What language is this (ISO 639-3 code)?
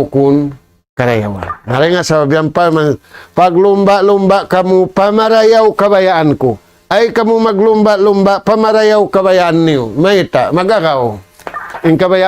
tsg